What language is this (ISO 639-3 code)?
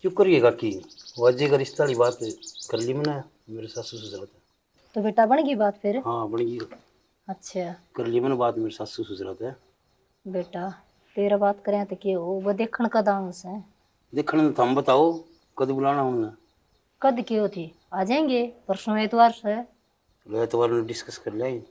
bgc